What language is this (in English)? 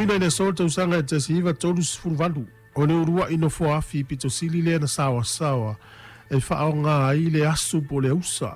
Samoan